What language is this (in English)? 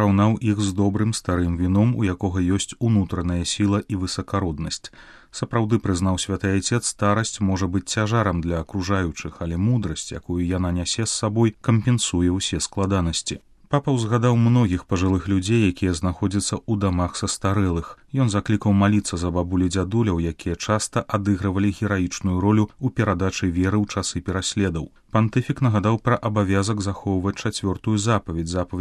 Belarusian